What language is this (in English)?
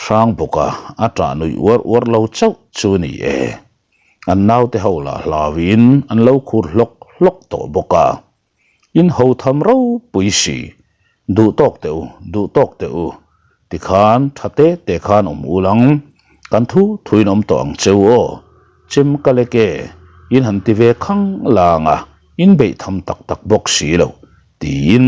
Mizo